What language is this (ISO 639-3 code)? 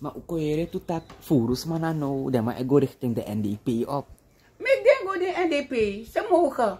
srn